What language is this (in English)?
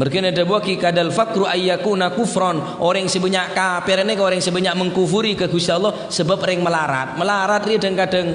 Madurese